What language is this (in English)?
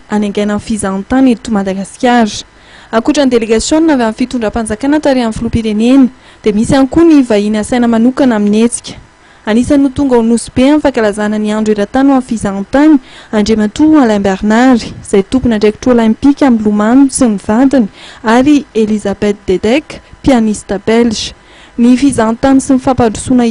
Malagasy